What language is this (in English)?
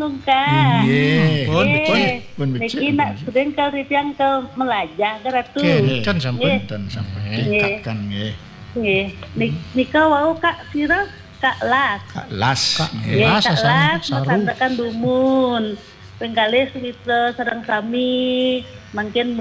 Balinese